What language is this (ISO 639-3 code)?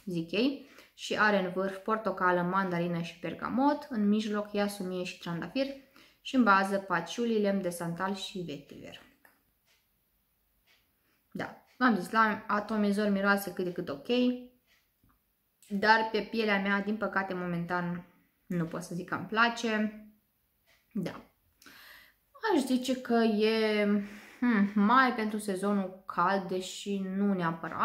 ron